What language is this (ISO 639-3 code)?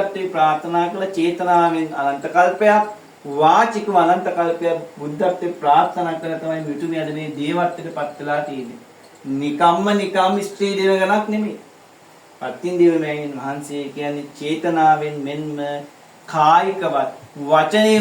sin